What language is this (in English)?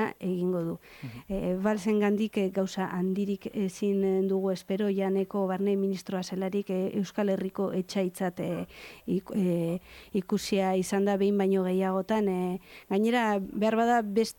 Basque